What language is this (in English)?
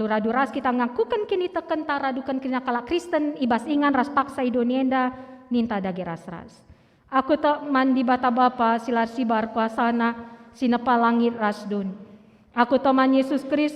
Batak Karo